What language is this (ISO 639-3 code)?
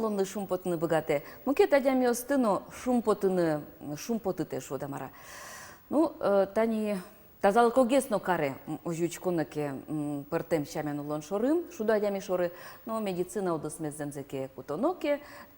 udm